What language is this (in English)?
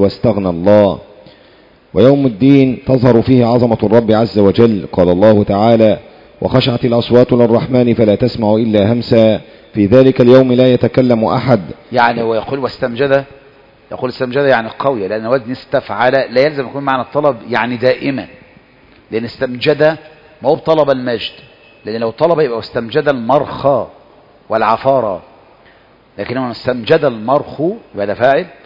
Arabic